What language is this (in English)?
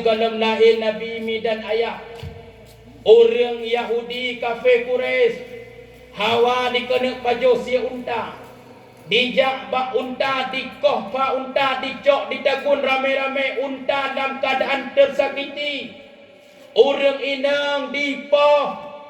Achinese